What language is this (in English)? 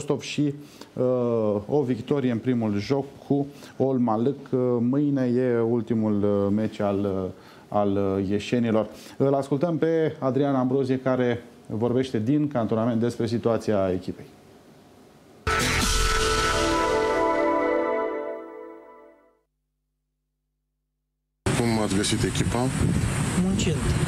Romanian